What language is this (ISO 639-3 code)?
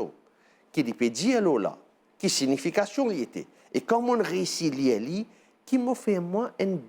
mfe